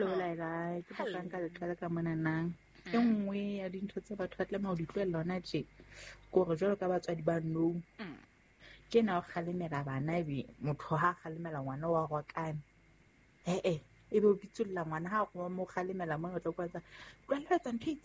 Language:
Southern Sotho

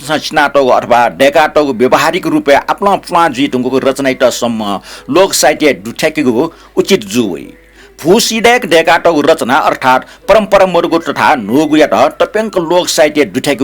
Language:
Newari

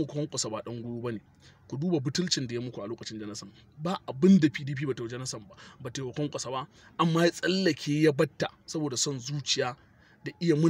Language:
Hausa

